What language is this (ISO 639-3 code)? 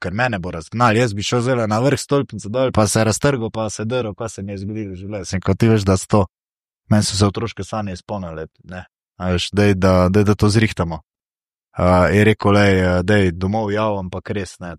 slv